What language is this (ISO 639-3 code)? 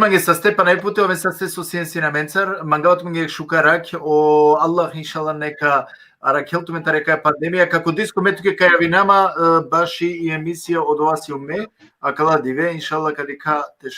rmn